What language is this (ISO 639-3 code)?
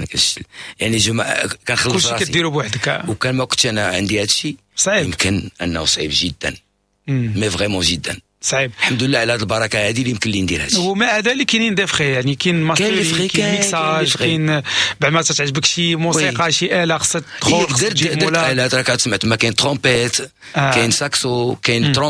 ary